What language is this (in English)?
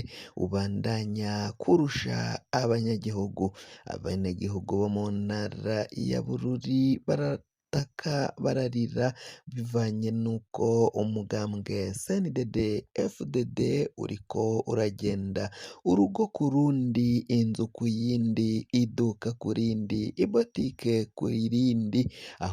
Rundi